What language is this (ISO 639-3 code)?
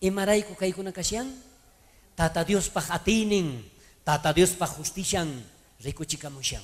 quh